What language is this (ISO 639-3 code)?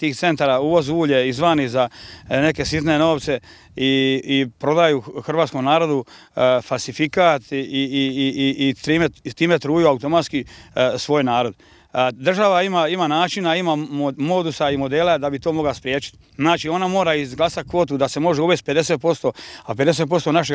hrv